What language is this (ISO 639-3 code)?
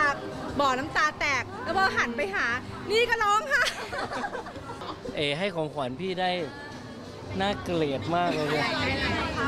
tha